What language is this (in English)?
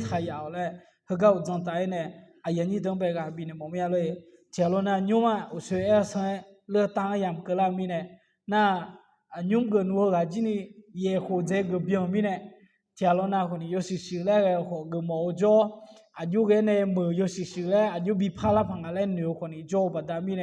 Akha